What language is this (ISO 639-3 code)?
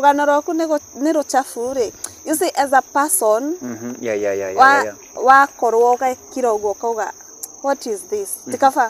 kik